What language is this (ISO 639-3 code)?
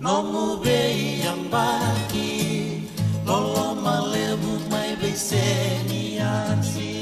fij